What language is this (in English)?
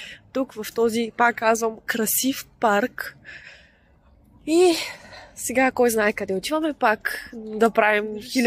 Bulgarian